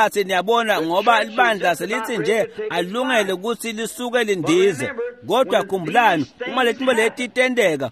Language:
Swati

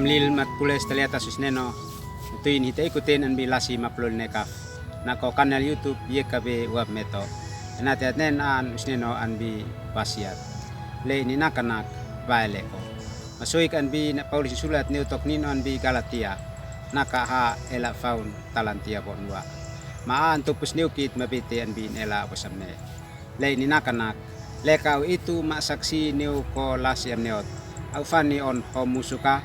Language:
Uab Meto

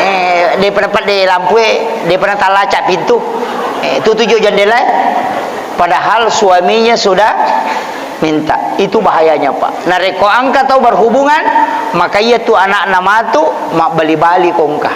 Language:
Buginese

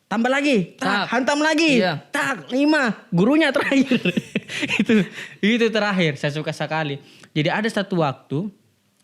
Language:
Makassar Malay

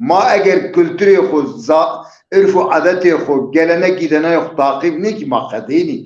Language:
Zaza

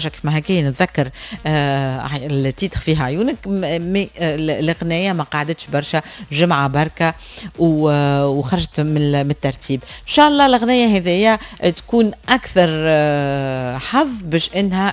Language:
Tunisian Arabic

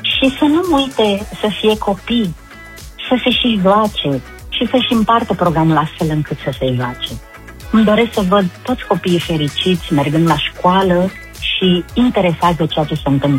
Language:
Romanian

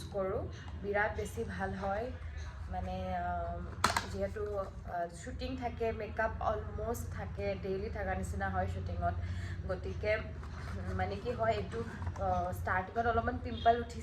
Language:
Assamese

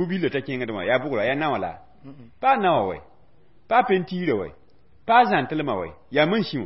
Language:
Mossi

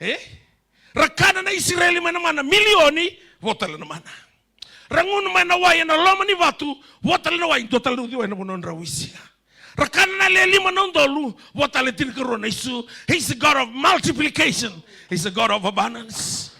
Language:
Fijian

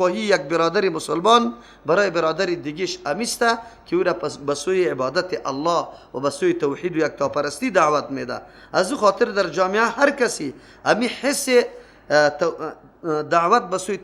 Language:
Persian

